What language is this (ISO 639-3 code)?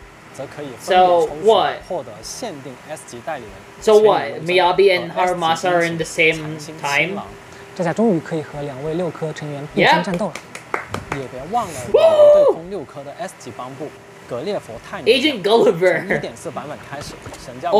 zho